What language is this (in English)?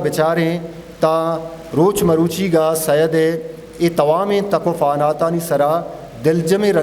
Eastern Balochi